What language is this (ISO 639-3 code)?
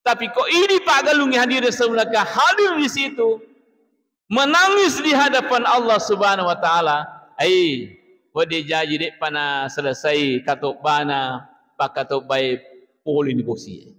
bug